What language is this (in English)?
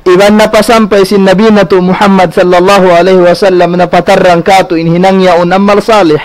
Tausug